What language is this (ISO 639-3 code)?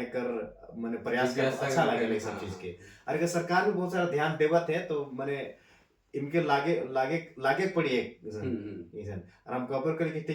sck